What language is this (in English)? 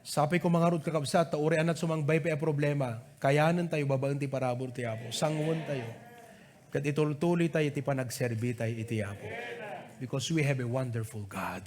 Iloko